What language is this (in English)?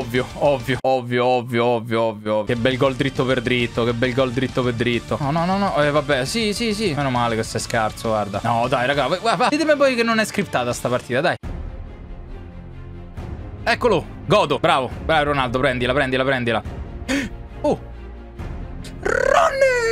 Italian